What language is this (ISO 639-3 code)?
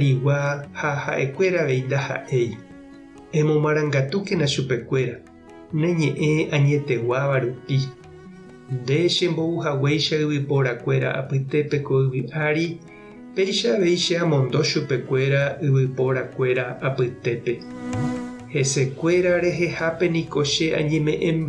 grn